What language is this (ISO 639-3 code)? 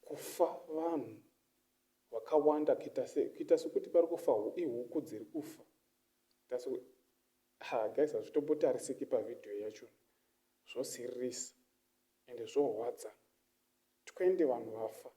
sna